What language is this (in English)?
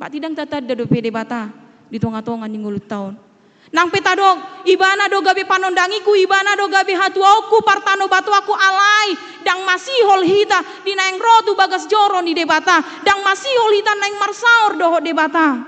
Batak Toba